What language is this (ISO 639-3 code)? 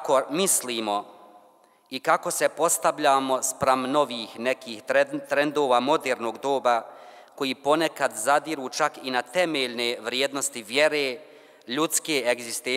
bos